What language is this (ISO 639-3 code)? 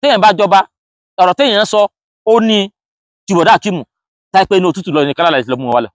yor